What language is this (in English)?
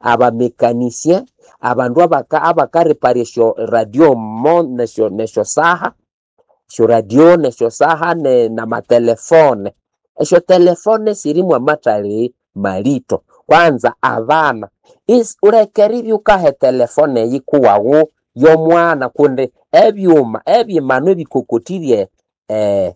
Nande